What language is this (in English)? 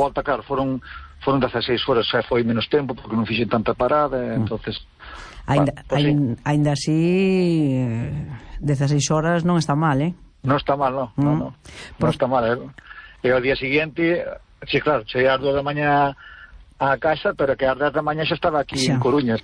Galician